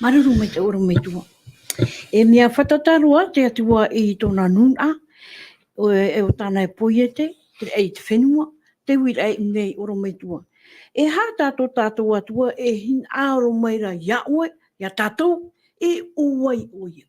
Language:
Tahitian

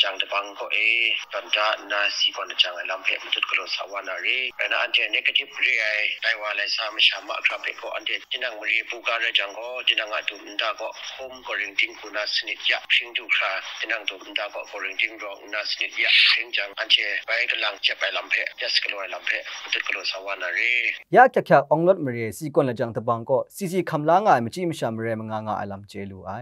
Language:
Kachin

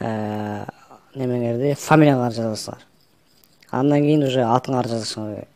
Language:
Kyrgyz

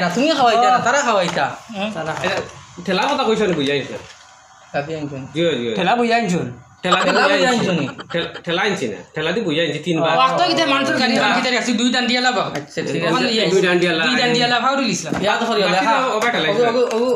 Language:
Sylheti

